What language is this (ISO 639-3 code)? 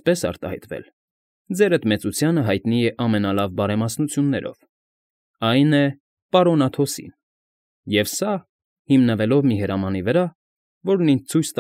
hye